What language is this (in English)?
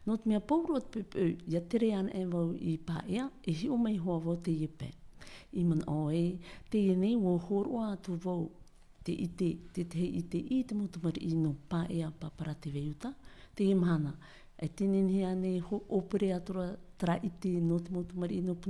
Tahitian